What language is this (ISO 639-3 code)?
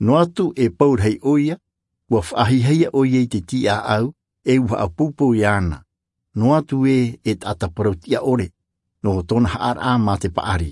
tah